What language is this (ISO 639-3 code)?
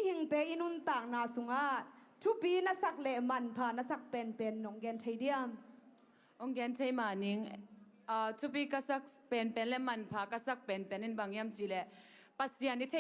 ctd